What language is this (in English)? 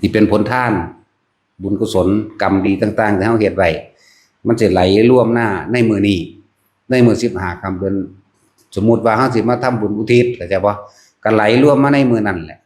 Northeastern Thai